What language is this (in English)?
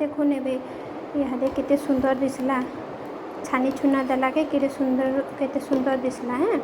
Odia